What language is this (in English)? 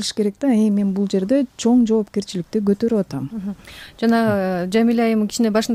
Kyrgyz